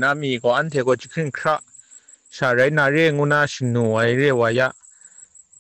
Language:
Kachin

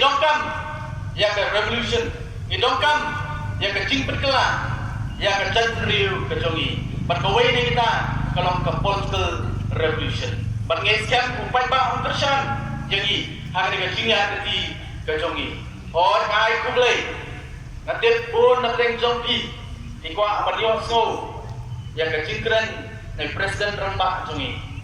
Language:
Khasi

